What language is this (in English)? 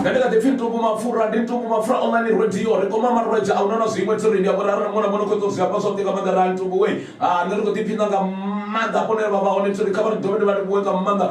Venda